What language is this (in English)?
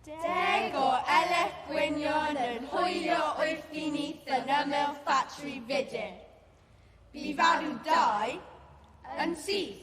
Welsh